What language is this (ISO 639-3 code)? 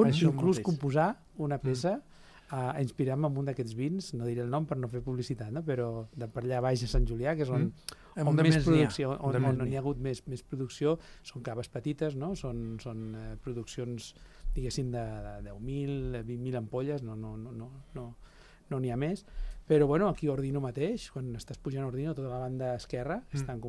cat